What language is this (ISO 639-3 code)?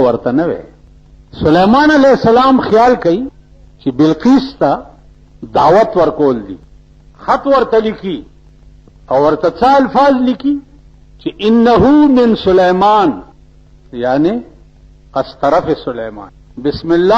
pus